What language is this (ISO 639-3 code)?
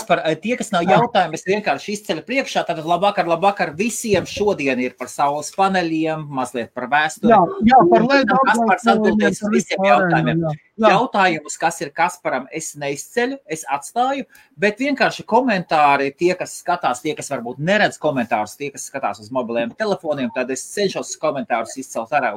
lav